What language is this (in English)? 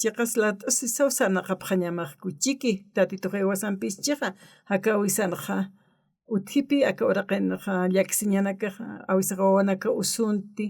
Aymara